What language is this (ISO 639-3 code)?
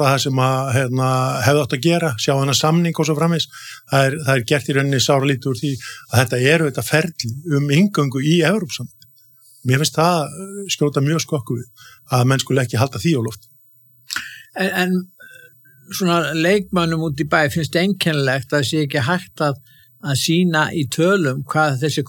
isl